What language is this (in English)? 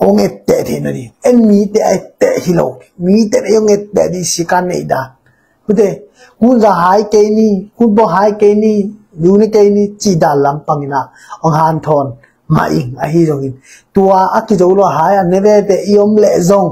Tedim Chin